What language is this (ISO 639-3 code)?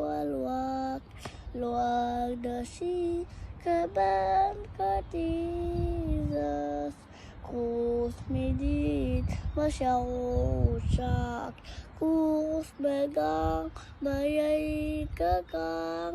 nus